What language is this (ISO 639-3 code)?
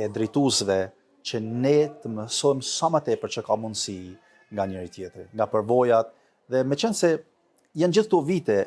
sqi